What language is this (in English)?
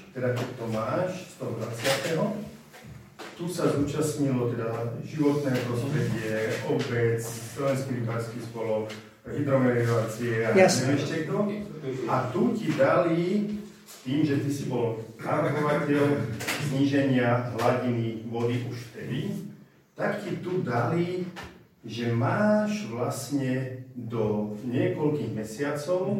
Slovak